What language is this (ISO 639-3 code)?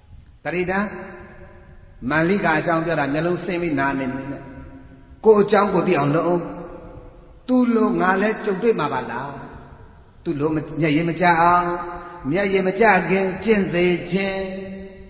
mya